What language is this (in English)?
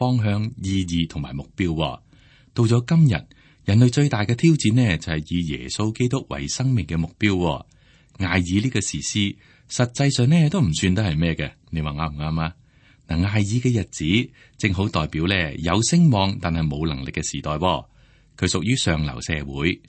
Cantonese